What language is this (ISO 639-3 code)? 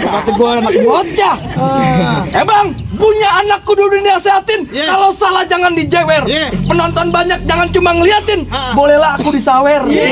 bew